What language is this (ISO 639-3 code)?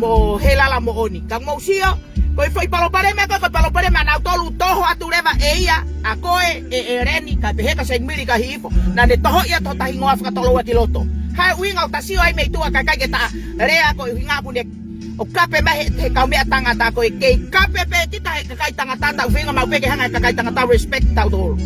ton